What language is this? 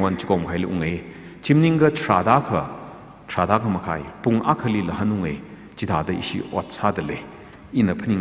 Tangkhul Naga (India)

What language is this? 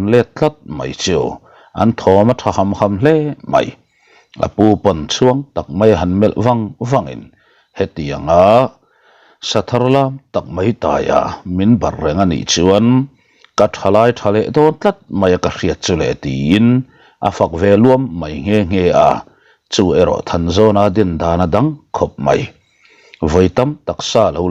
Mizo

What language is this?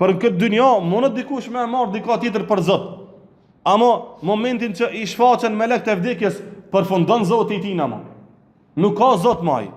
Albanian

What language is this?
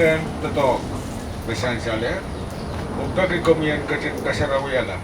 Pohnpeian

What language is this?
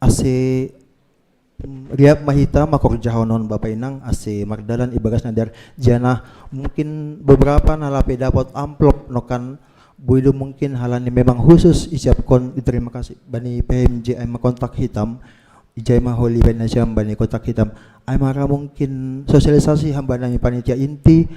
Batak Simalungun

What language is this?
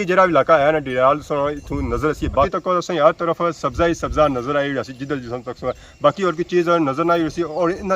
Pahari-Potwari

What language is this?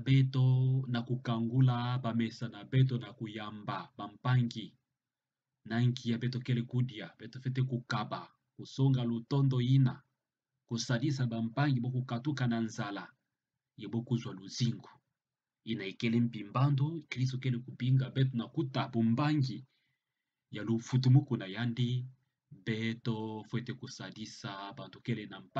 Kituba (Democratic Republic of Congo)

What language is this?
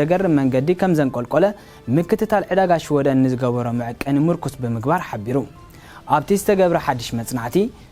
Tigrinya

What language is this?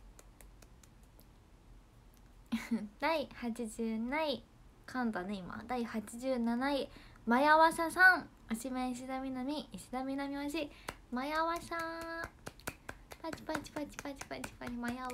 Japanese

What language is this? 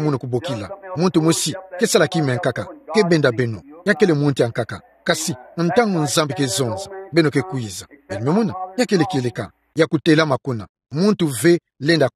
Kituba (Democratic Republic of Congo)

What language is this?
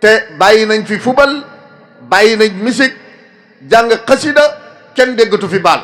Wolof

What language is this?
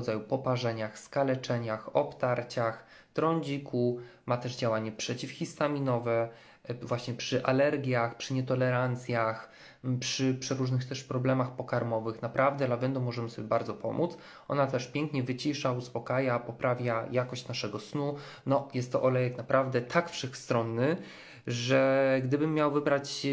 Polish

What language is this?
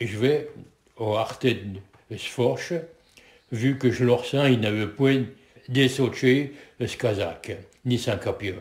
Picard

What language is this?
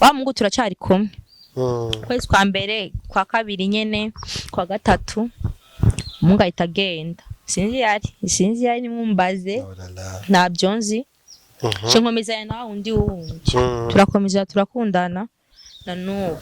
Rundi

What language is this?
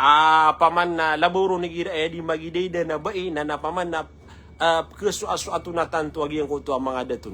Maranao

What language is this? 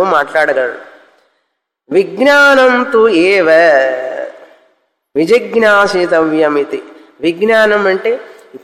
Telugu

